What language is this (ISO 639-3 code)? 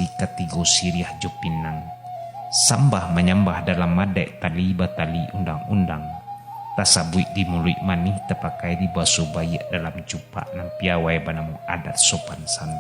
min